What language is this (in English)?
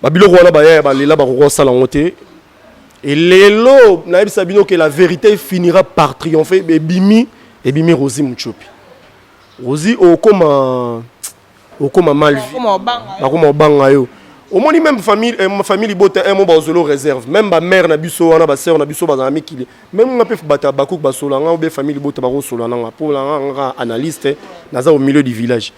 Lingala